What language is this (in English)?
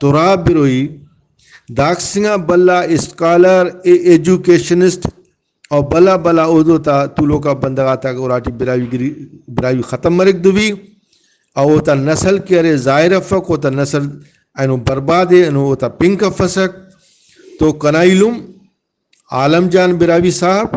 Brahui